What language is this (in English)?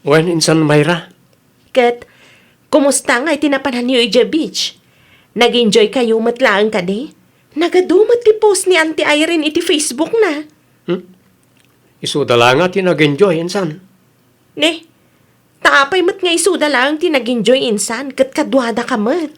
Iloko